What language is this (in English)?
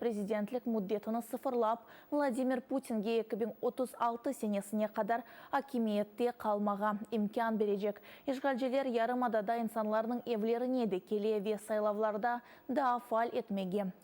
Crimean Tatar